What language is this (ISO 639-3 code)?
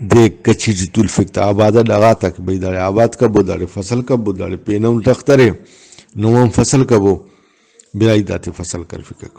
brh